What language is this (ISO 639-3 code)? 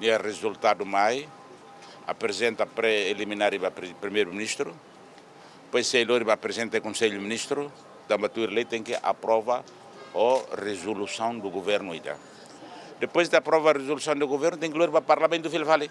tet